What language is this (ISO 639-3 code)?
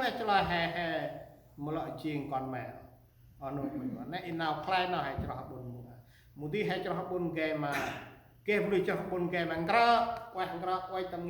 cmo